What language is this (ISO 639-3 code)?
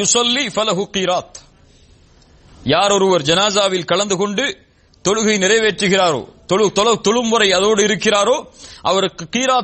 tam